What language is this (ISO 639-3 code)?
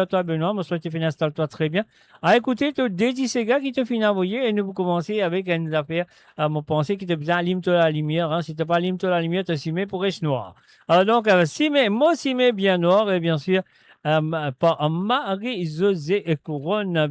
mfe